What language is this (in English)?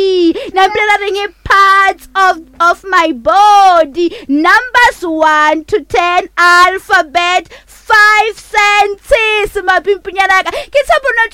Northern Sotho